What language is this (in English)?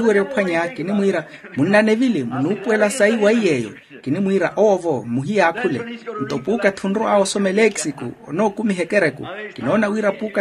Makhuwa